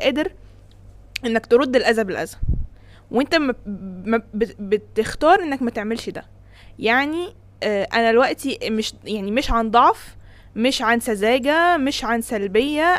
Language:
Egyptian Arabic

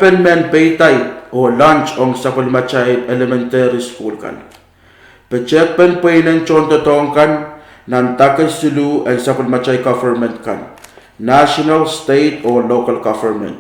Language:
Pohnpeian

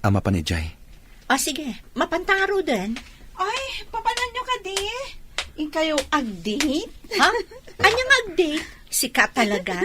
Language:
Iloko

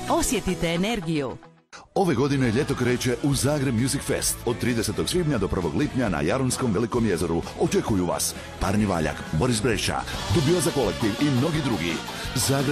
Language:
Croatian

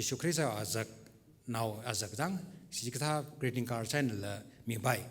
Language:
Tangkhul Naga (India)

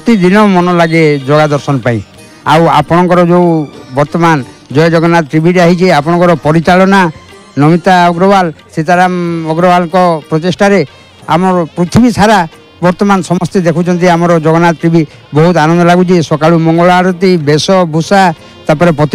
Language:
Odia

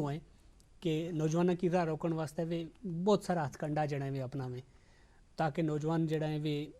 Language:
Gujari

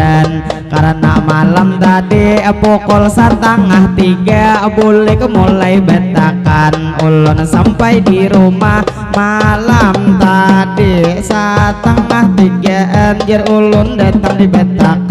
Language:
Banjar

